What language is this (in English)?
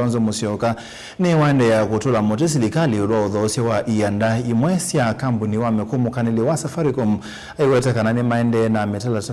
Kamba